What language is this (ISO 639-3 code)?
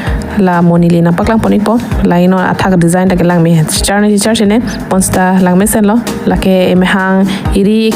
mjw